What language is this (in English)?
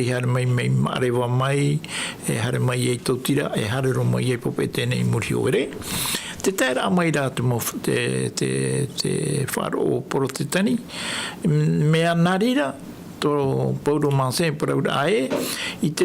Tahitian